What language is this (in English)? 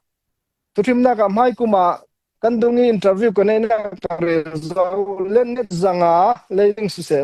Hakha Chin